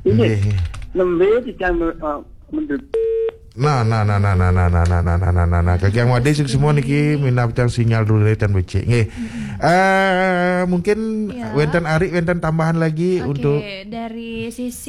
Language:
Balinese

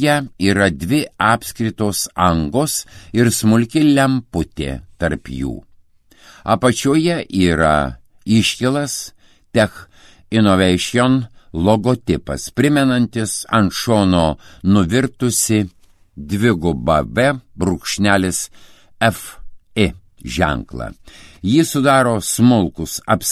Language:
Lithuanian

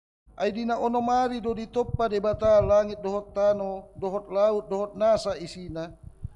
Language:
Batak Toba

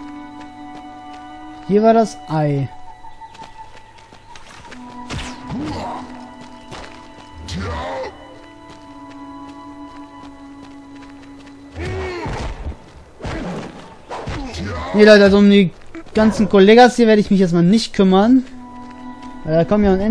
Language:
German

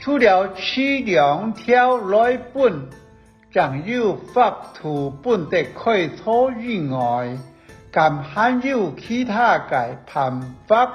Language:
Hakka Chinese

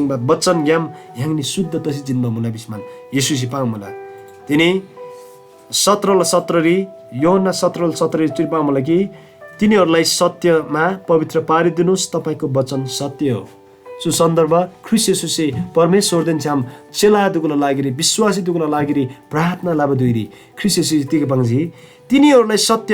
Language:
Eastern Tamang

